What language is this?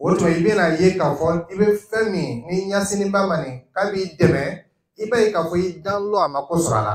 Dyula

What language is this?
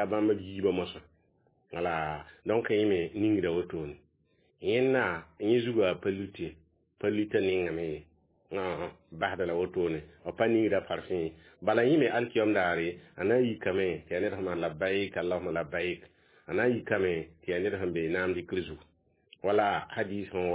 Mossi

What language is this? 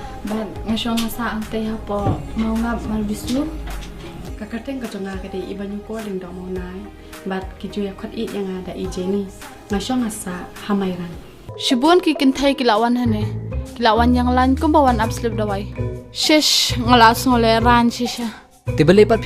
Khasi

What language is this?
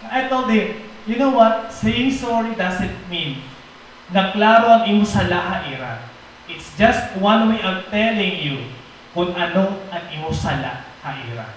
Waray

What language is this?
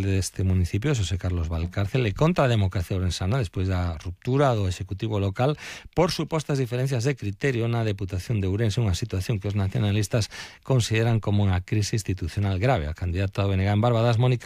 Galician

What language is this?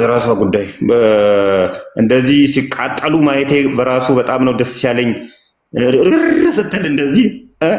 Amharic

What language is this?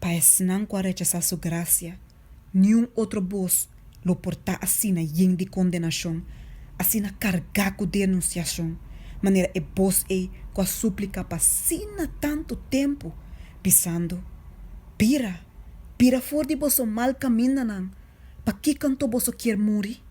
Papiamento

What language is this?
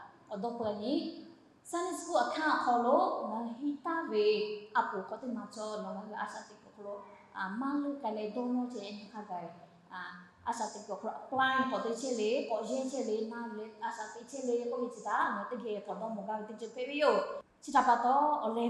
Lahu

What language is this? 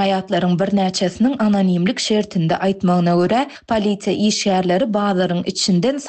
Turkmen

